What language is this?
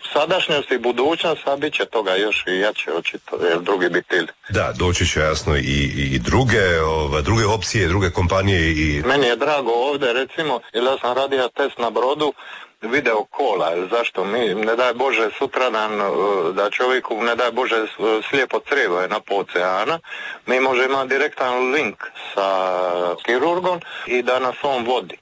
Croatian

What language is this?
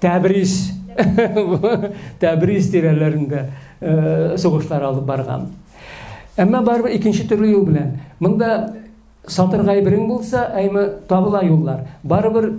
Tatar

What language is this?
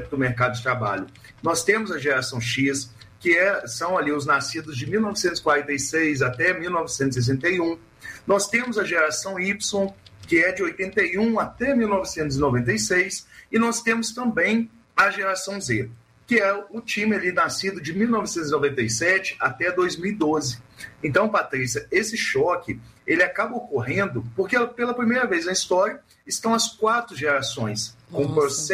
Portuguese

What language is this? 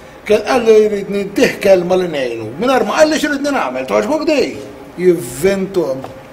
Maltese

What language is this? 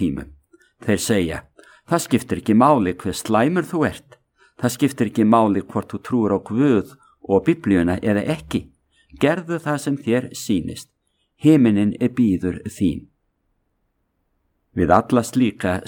Icelandic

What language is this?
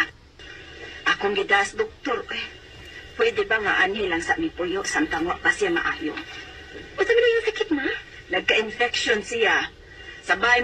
Cebuano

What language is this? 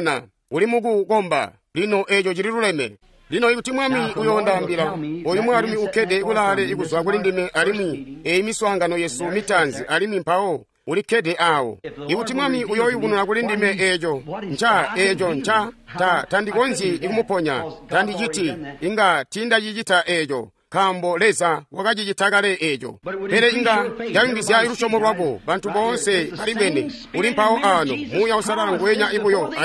Tonga (Zambia)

